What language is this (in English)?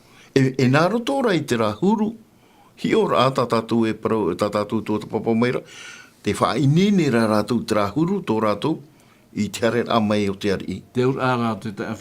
Tahitian